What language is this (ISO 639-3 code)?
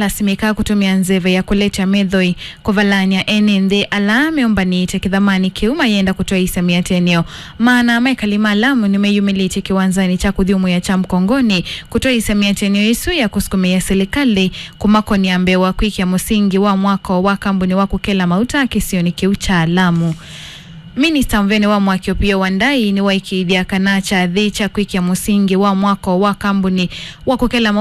kam